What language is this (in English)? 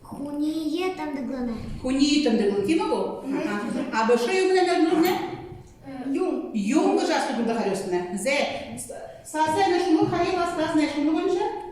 Buriat